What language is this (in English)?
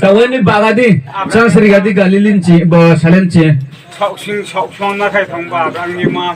Riang (India)